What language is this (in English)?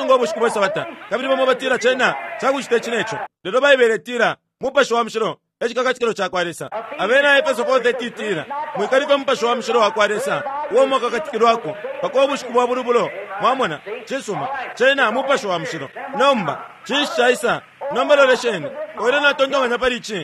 Bemba